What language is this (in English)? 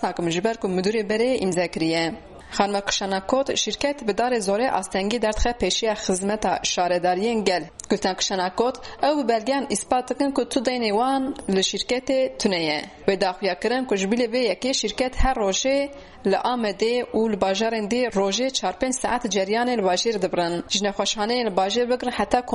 Kurdish